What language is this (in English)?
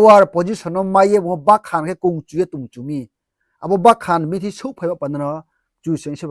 Riang (India)